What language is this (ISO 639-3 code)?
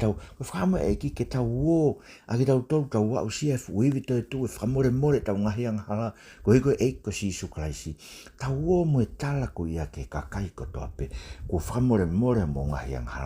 ton